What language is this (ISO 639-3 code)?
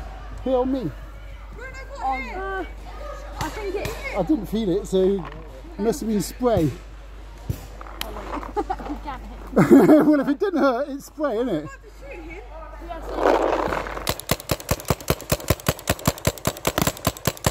eng